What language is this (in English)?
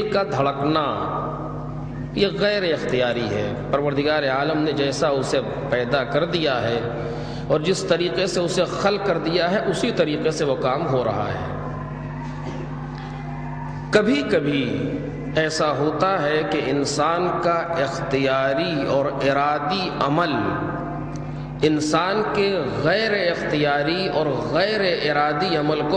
Urdu